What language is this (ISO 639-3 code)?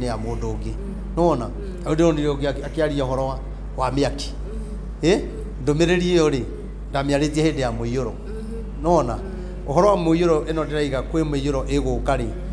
kik